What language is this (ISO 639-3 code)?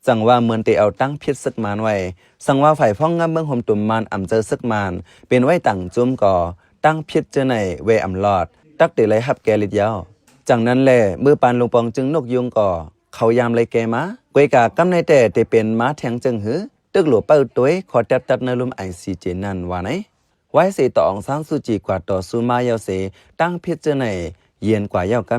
shn